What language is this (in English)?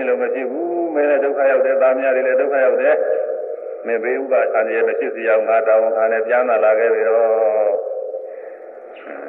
Burmese